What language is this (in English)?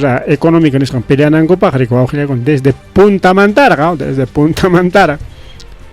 Ayacucho Quechua